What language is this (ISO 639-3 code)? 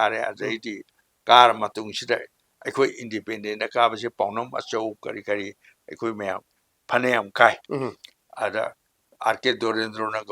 mni